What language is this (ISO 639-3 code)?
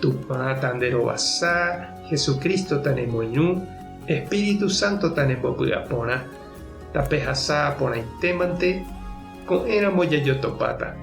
grn